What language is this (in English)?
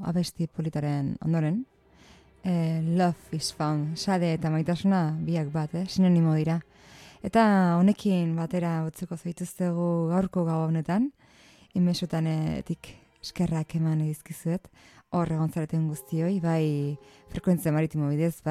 Basque